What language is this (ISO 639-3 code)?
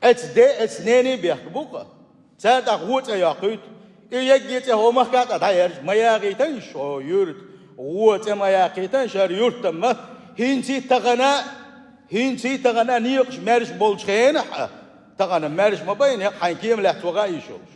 che